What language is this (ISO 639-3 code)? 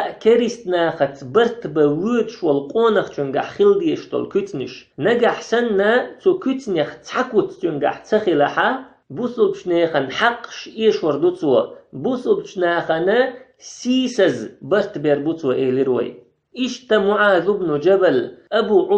che